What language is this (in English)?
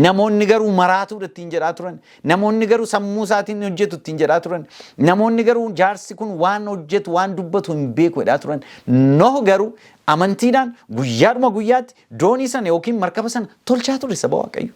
Oromo